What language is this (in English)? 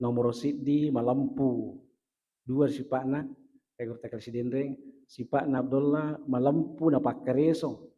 Buginese